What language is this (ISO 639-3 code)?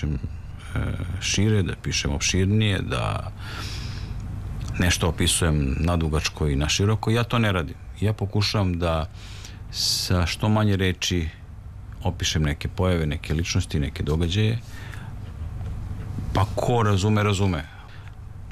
srp